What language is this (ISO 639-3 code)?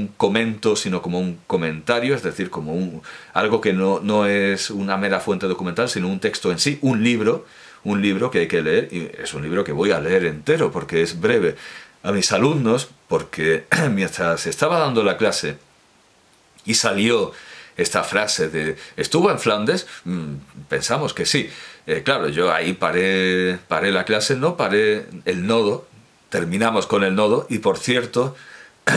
spa